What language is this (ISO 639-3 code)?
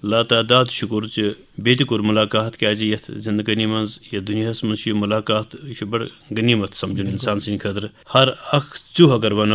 kas